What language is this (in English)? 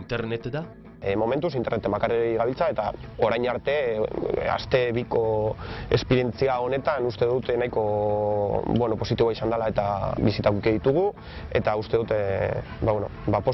Basque